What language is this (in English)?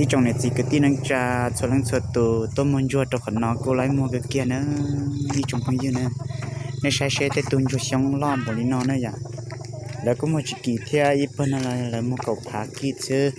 Hmong